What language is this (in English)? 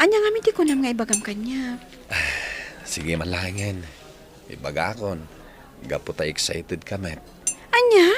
Iloko